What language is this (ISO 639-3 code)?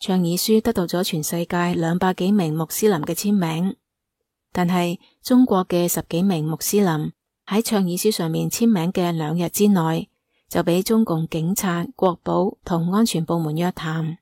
yue